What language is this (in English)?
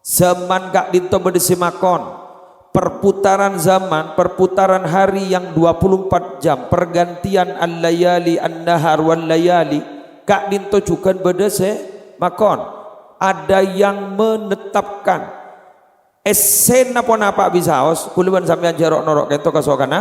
Madurese